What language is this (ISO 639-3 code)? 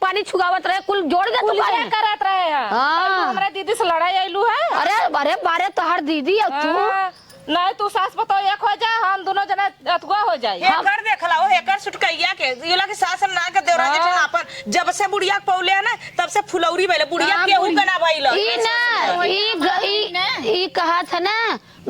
awa